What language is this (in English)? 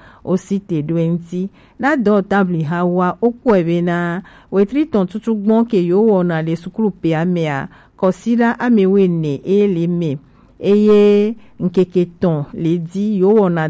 Gen